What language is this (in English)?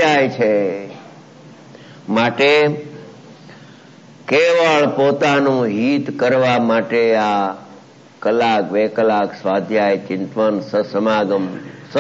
Gujarati